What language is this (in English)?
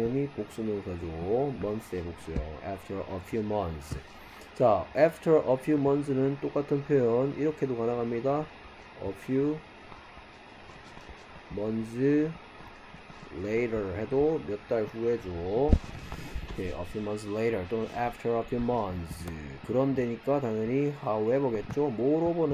Korean